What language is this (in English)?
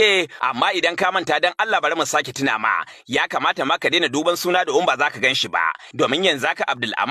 Hausa